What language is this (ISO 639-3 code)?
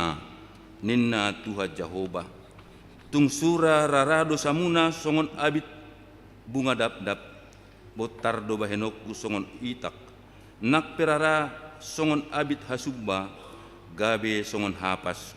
bbc